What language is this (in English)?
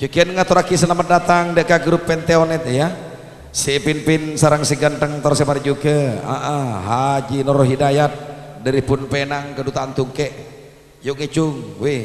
Madurese